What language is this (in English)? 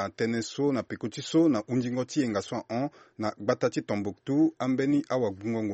Sango